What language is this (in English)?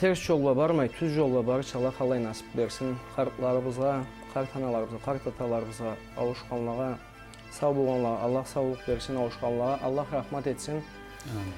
Karachay-Balkar